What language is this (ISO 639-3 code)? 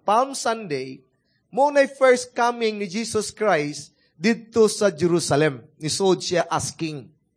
ceb